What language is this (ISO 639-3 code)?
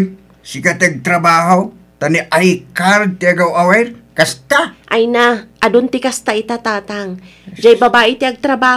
ilo